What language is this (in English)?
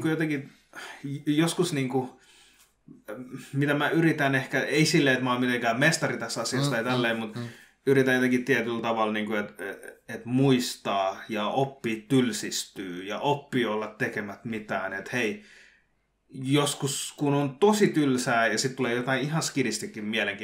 Finnish